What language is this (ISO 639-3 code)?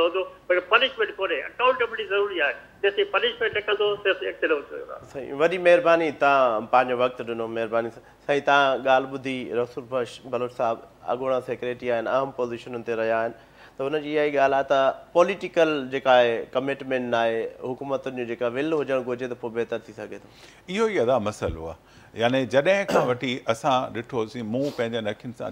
snd